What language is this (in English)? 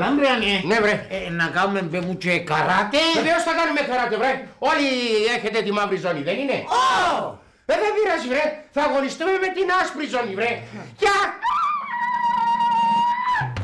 Greek